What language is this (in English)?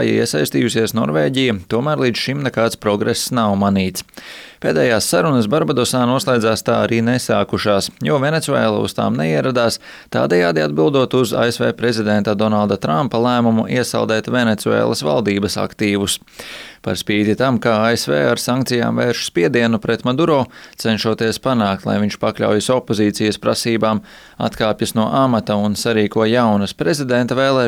Latvian